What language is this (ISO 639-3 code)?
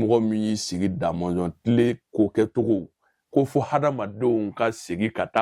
bam